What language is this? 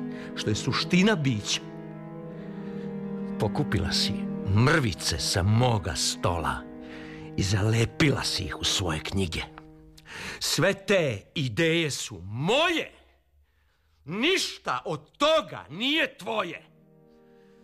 Serbian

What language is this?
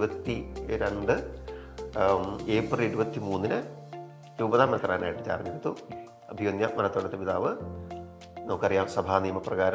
Malayalam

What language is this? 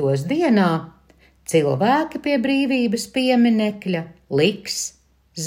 Latvian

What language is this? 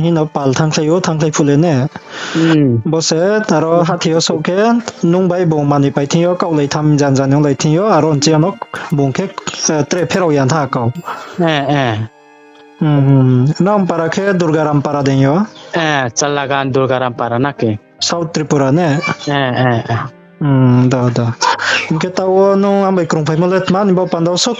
Riang (India)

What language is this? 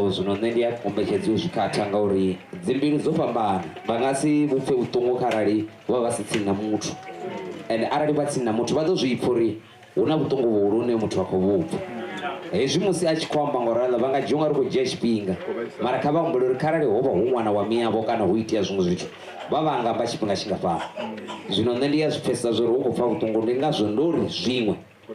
Venda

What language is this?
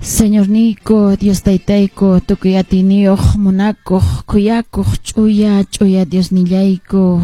Quechua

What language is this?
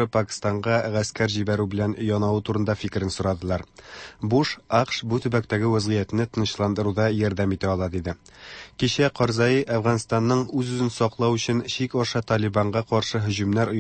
Tatar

